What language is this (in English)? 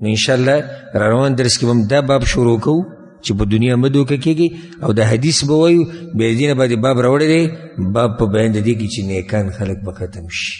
Pashto